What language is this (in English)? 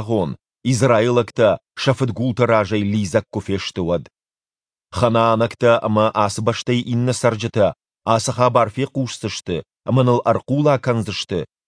Ossetic